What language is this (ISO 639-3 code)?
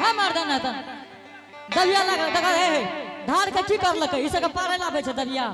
anp